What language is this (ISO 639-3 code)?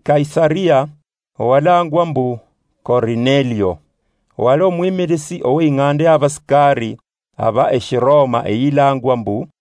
luy